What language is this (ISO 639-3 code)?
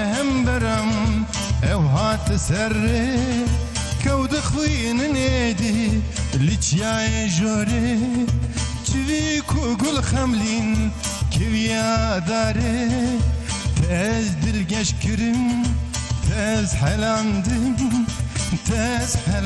kur